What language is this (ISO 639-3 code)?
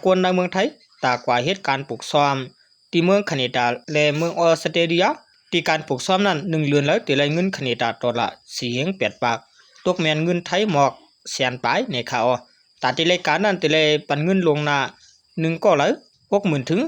shn